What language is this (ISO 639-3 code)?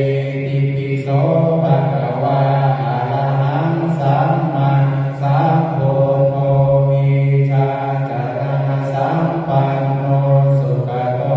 pli